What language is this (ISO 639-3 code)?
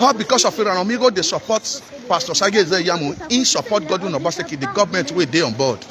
pcm